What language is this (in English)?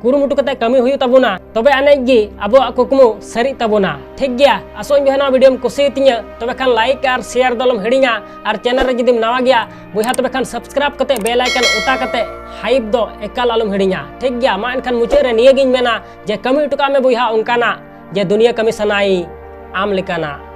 Santali